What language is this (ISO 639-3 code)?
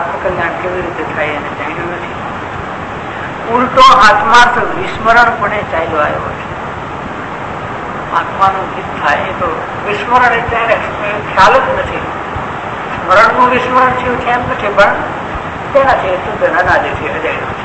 guj